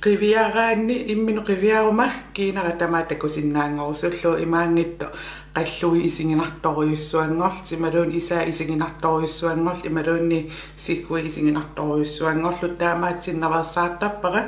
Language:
Kalaallisut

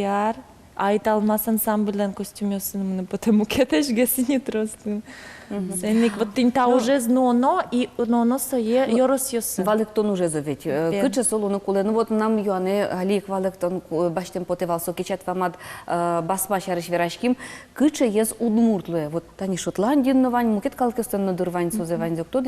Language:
Udmurt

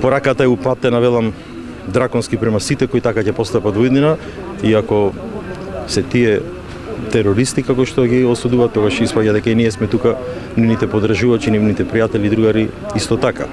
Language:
Macedonian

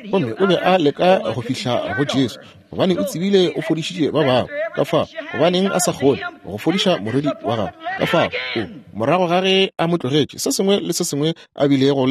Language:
Northern Sotho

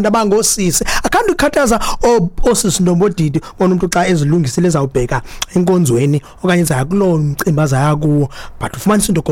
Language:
Xhosa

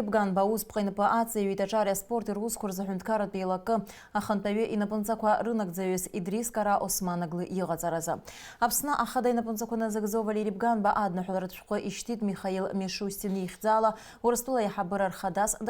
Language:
Abkhazian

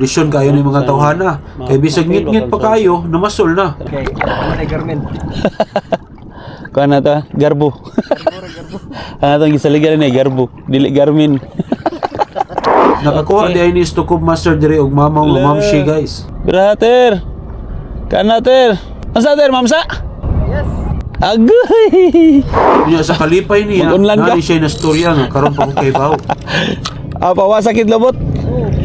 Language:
Cebuano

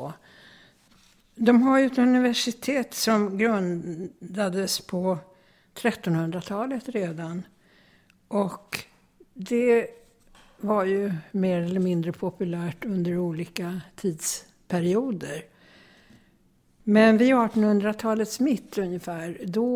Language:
Swedish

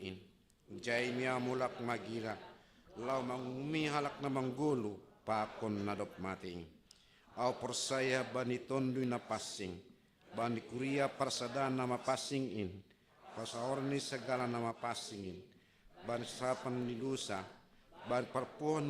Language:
Batak Simalungun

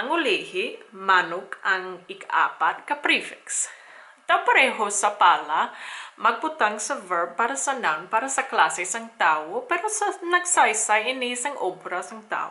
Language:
Hiligaynon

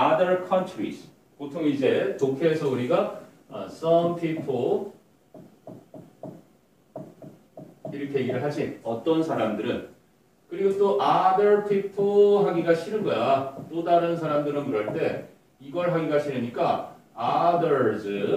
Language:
Korean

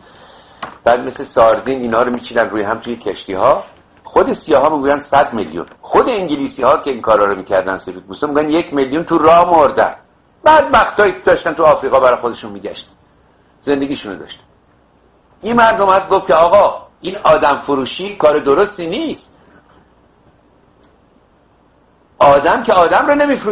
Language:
Persian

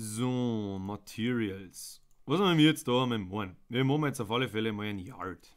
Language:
Bavarian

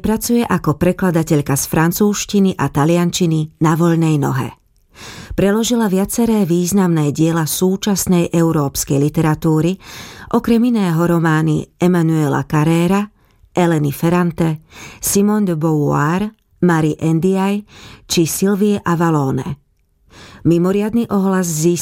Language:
Slovak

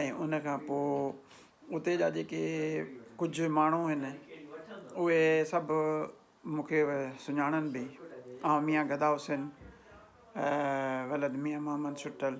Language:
Sindhi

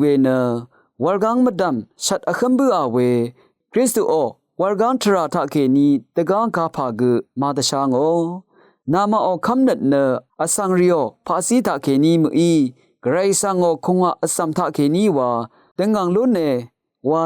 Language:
Rawang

